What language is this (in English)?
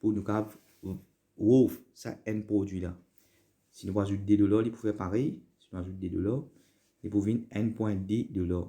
Morisyen